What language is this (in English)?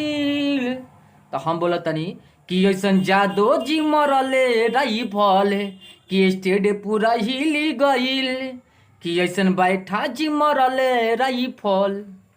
Bhojpuri